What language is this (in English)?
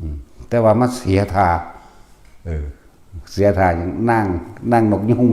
Northeastern Thai